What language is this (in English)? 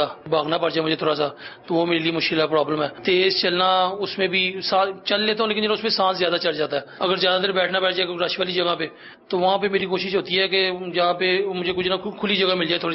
Urdu